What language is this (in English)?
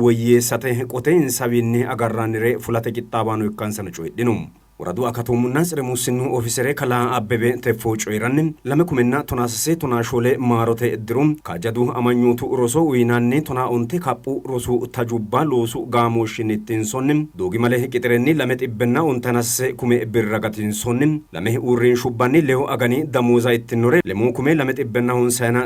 Sidamo